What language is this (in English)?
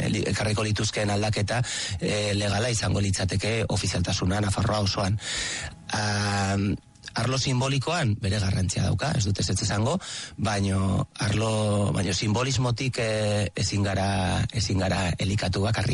Basque